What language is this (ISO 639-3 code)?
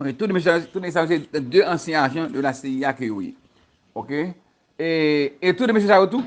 hat